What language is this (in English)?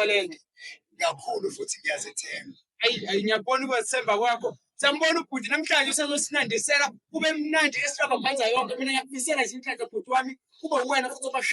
Zulu